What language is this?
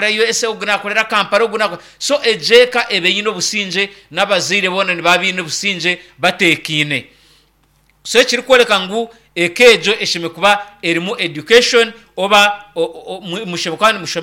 Nyankole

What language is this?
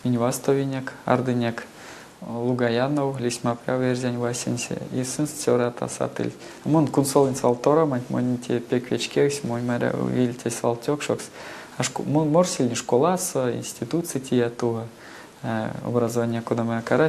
Erzya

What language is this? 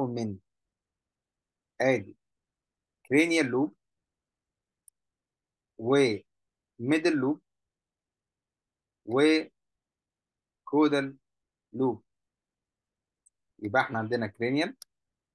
Egyptian Arabic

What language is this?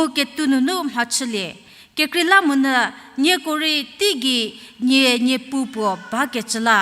Angami Naga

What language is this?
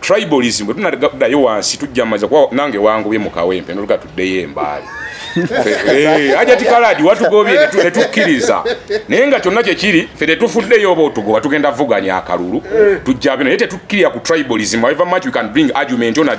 Ganda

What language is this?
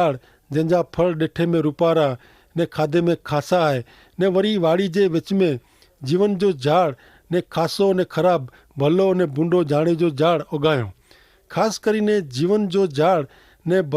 Kachhi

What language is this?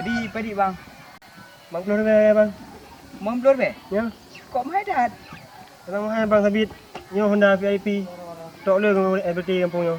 Achinese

